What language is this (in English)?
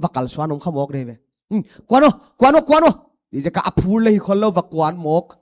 Paite Chin